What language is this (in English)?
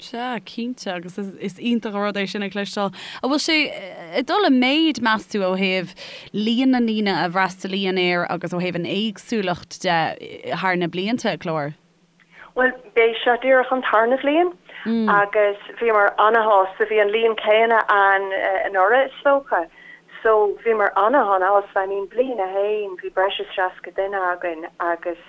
Irish